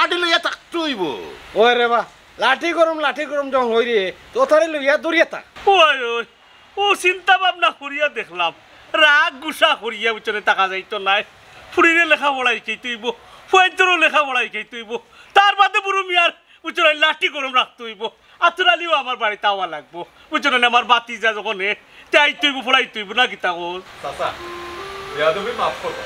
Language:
Sylheti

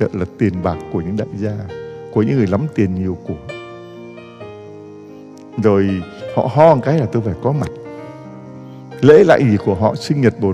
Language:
Vietnamese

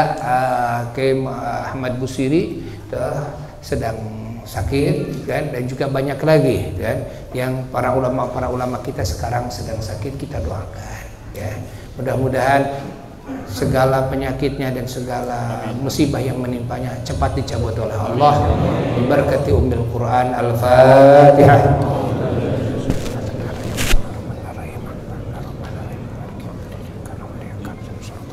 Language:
Indonesian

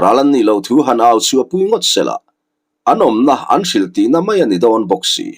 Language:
Mizo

